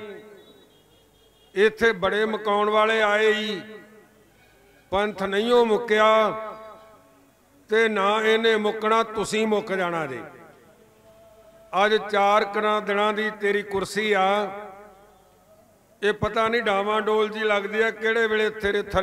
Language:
Punjabi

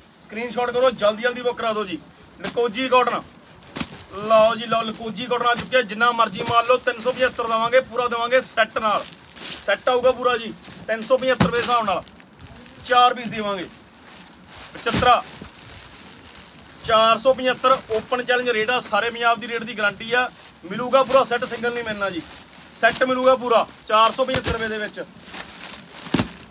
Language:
Punjabi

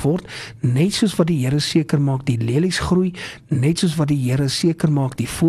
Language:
Afrikaans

